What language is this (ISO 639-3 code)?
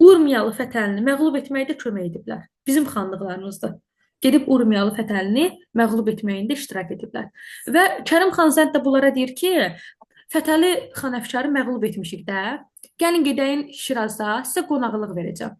aze